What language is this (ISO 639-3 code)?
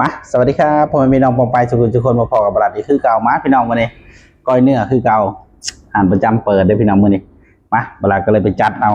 tts